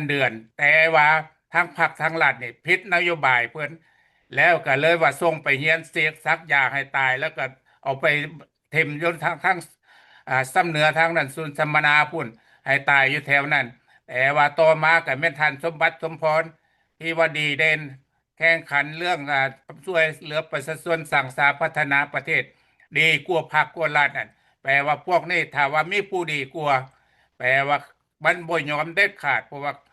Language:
Lao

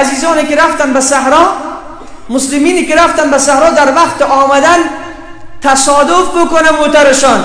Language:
Persian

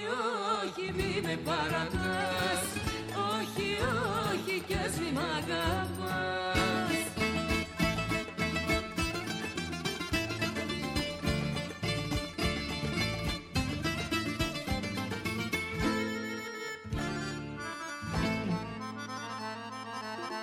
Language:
Greek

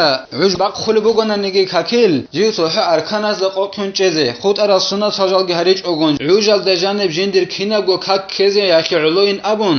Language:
Avaric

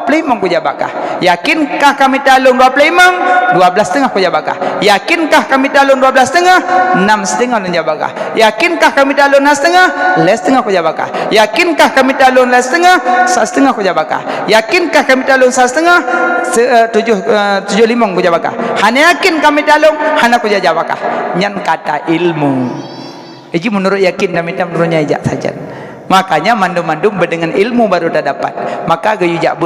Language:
Achinese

